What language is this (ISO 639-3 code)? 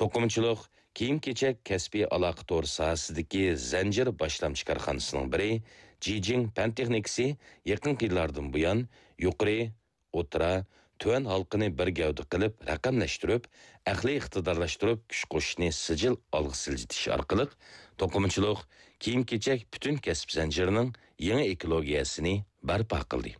uig